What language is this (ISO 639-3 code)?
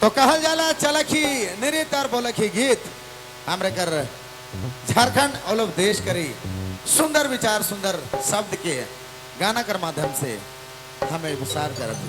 sck